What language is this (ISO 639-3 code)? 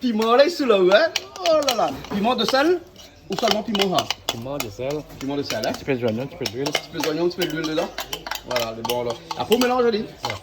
rcf